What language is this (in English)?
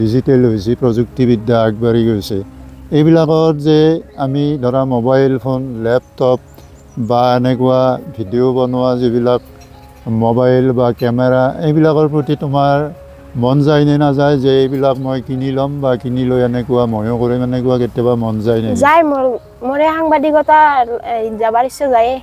Assamese